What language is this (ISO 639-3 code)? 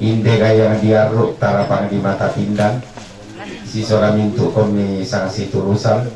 sda